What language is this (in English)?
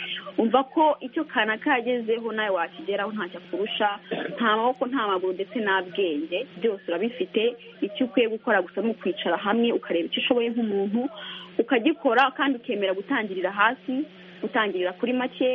Kinyarwanda